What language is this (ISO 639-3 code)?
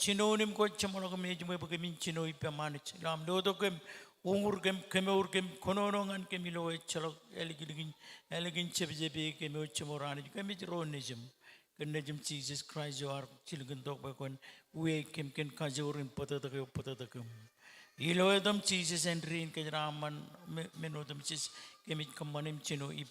mah